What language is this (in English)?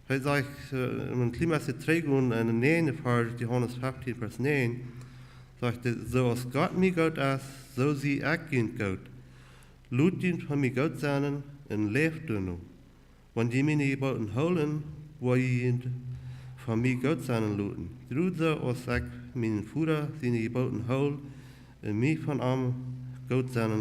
Plautdietsch